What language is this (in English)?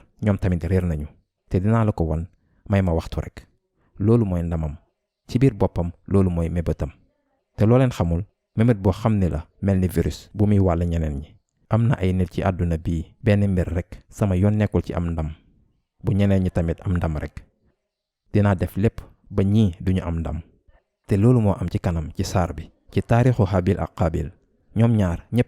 Wolof